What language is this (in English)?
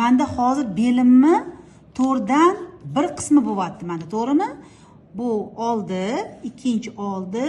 Uzbek